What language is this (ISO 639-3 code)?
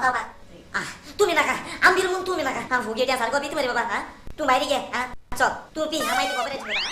kok